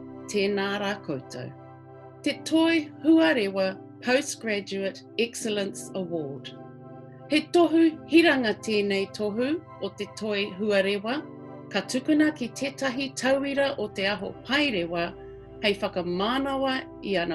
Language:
Māori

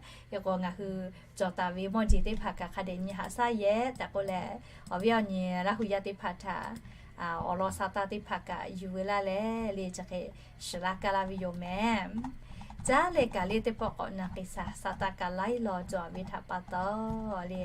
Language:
Lahu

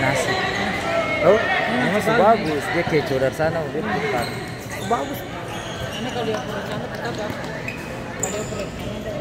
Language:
Ambonese Malay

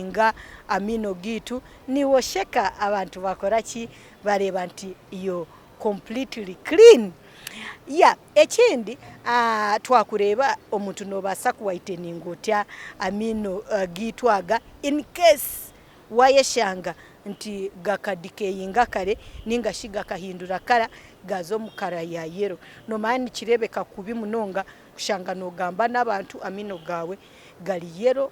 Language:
Nyankole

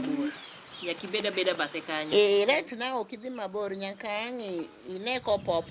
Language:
Luo (Kenya and Tanzania)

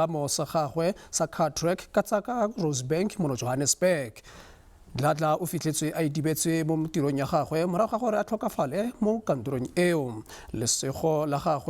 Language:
Tswana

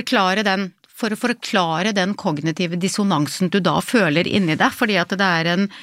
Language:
Norwegian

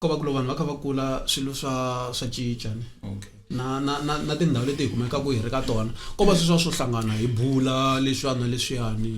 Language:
Tsonga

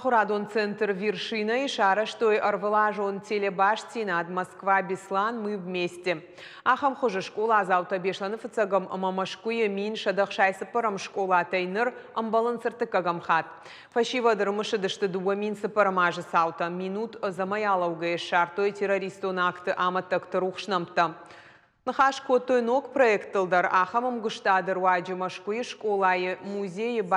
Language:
Ossetic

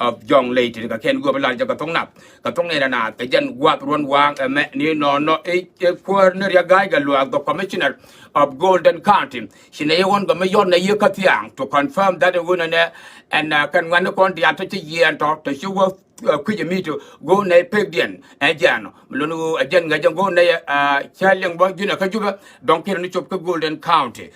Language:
Nuer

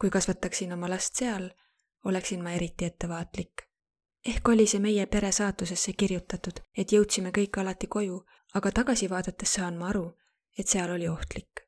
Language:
Estonian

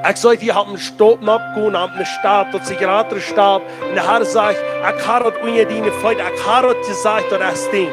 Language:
Plautdietsch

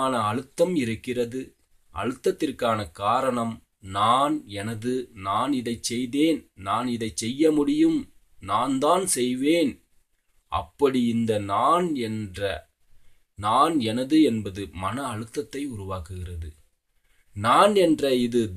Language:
Tamil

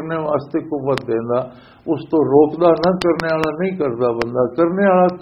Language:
Western Panjabi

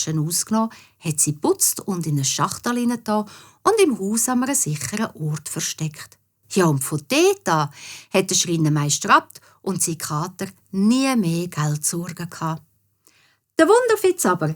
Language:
Swiss German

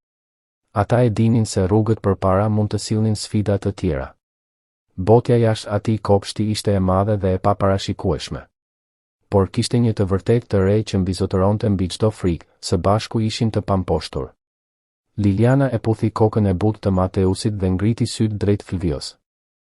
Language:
Albanian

